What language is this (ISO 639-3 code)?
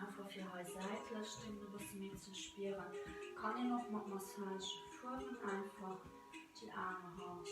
ltz